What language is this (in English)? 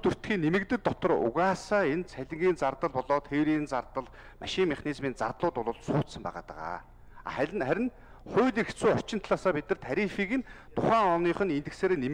Mongolian